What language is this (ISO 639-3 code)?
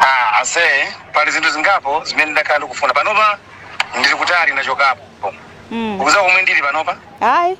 nya